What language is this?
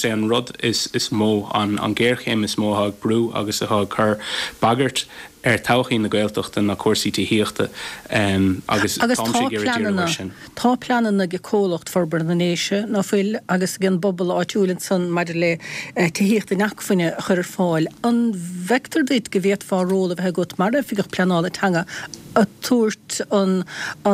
Irish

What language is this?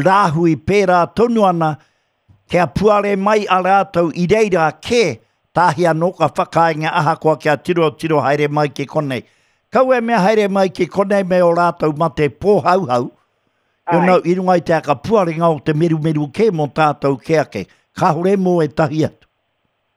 Māori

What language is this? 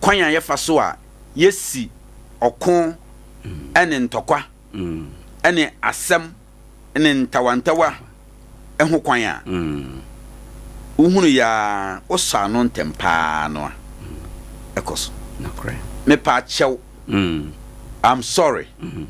Akan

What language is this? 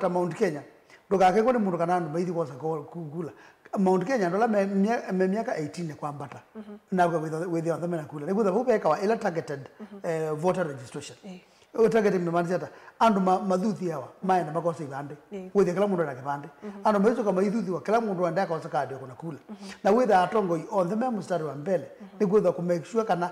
Kamba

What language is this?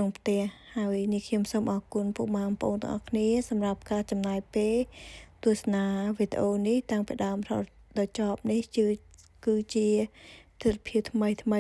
Khmer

